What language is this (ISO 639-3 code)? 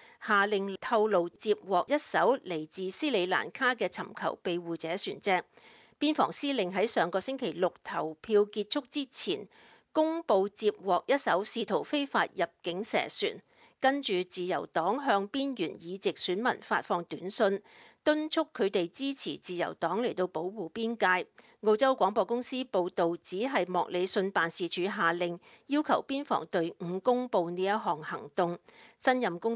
yue